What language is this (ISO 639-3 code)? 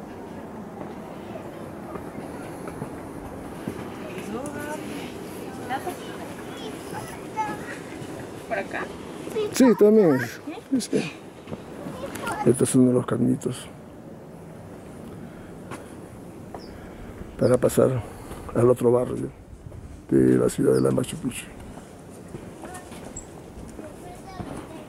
spa